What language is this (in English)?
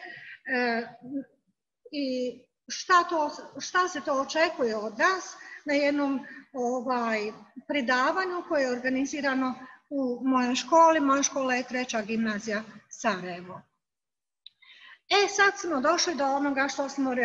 Bosnian